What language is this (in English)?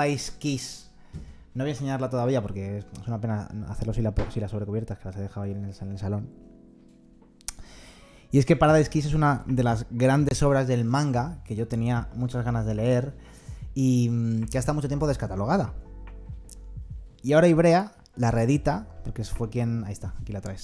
Spanish